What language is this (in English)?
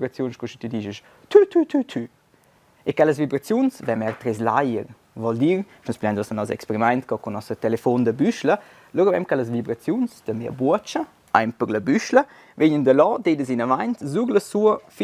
Romansh